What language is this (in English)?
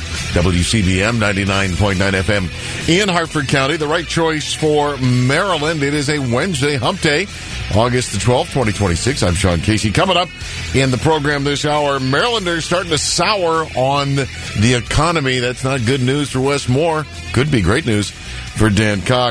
English